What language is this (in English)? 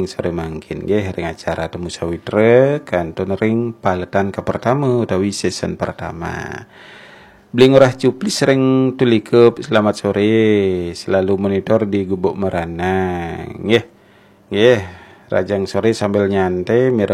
Balinese